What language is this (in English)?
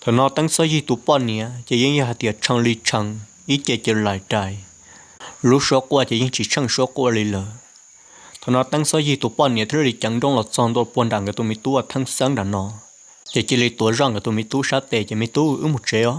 Hmong